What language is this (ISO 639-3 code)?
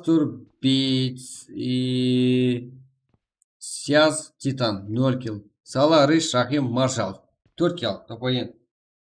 kaa